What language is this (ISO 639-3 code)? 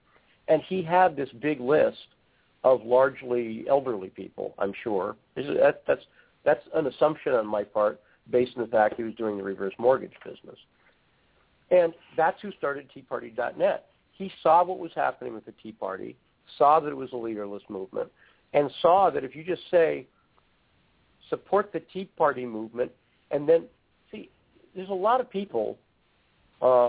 eng